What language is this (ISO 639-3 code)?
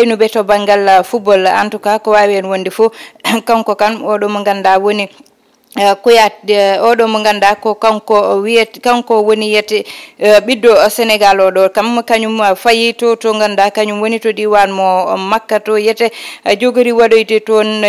ful